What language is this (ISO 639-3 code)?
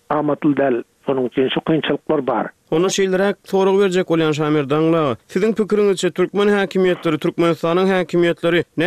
tuk